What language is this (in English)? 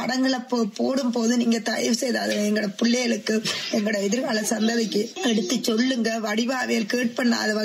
Tamil